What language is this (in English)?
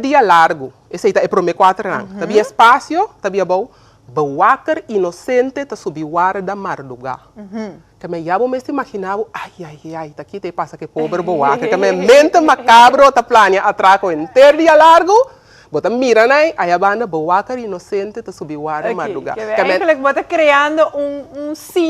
Papiamento